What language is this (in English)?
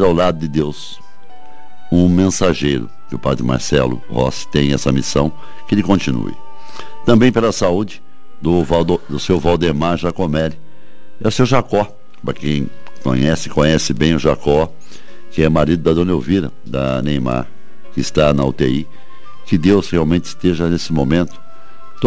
Portuguese